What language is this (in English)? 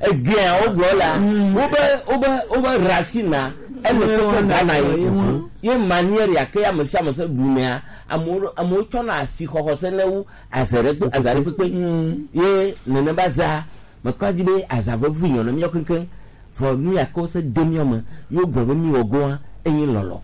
Gen